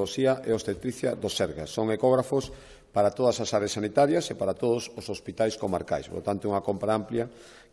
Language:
Galician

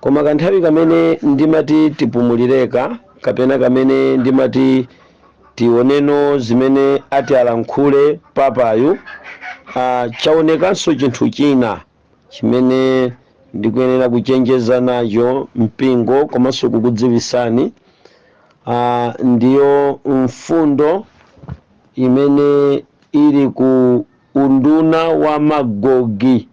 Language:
Nyanja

